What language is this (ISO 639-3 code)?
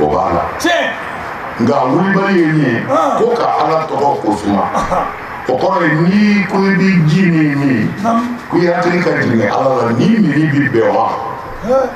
bam